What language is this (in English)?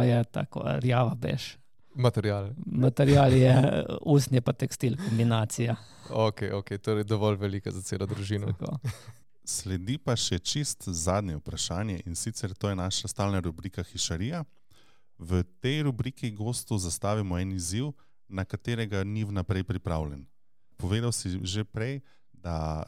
Slovenian